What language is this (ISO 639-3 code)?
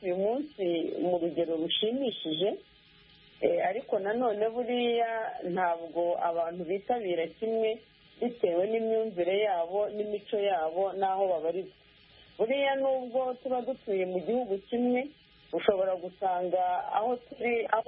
kin